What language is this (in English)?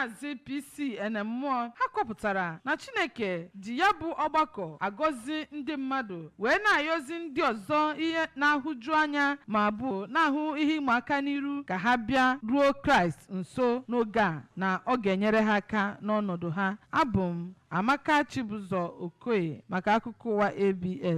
Igbo